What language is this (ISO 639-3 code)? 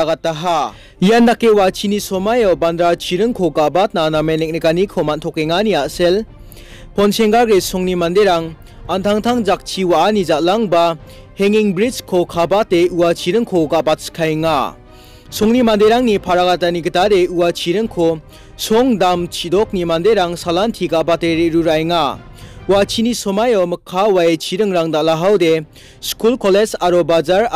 grt